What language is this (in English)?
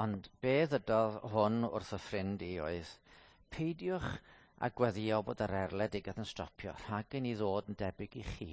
Welsh